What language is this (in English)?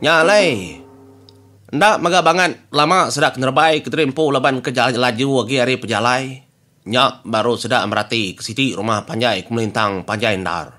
Iban